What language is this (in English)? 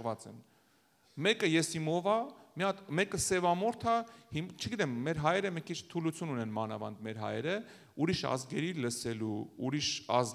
Armenian